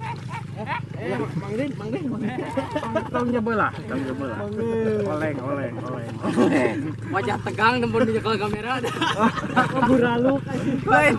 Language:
Sundanese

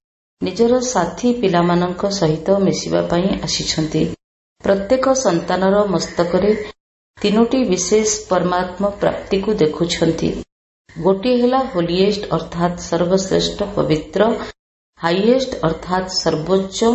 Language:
Odia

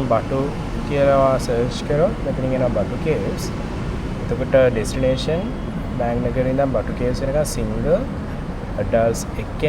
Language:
Sinhala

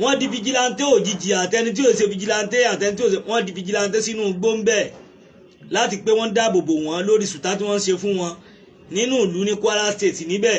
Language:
Yoruba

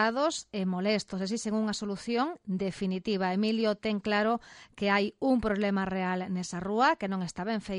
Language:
Galician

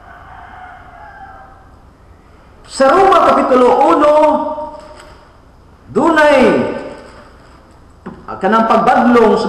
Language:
Cebuano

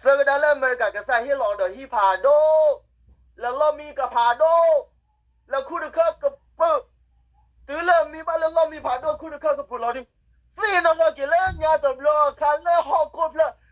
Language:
S'gaw Karen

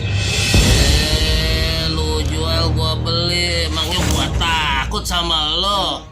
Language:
Betawi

